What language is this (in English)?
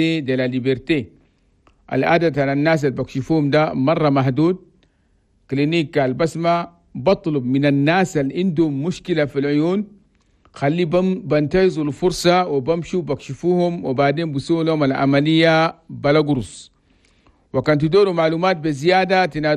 Chadian Arabic